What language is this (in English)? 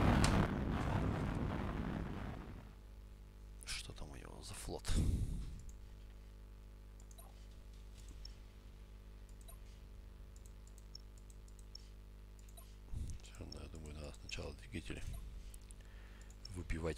Russian